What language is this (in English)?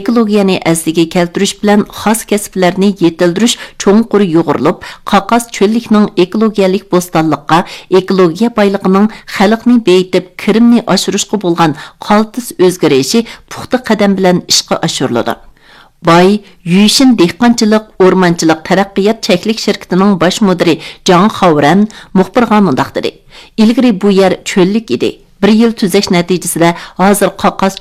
Uyghur